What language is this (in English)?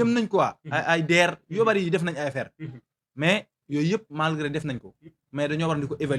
Wolof